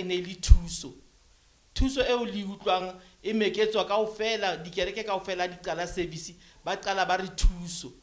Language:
Southern Sotho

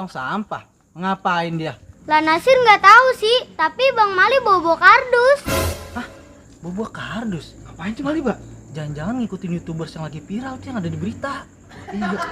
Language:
Betawi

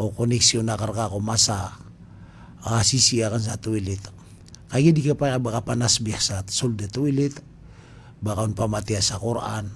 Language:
Maranao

